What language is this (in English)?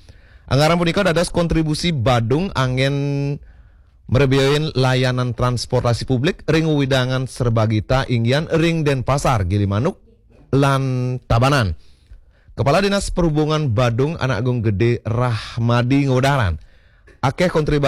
Balinese